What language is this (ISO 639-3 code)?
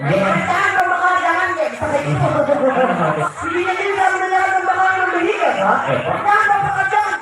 bjn